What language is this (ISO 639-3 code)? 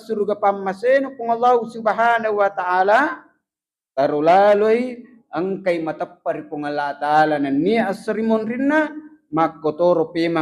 bug